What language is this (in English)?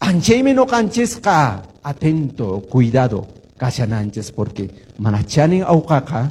Quechua